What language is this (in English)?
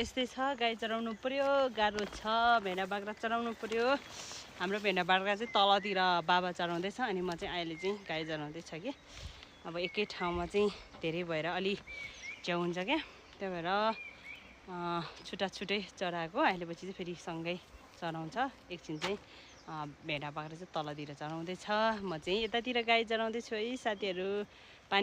Nepali